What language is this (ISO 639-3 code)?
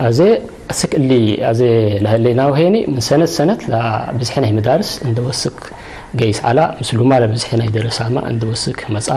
tig